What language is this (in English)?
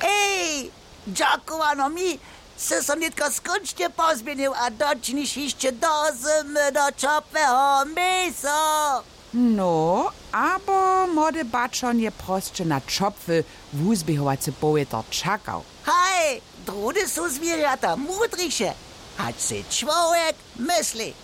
Upper Sorbian